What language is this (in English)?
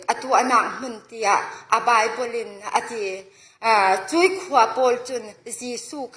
Falam Chin